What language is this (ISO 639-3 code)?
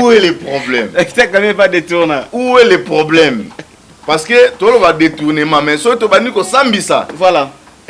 lin